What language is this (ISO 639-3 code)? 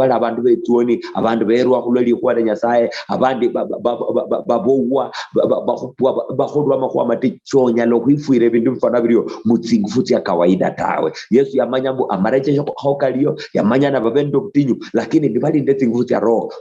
luy